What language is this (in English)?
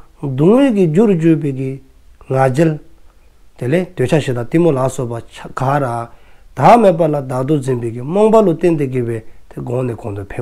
Dzongkha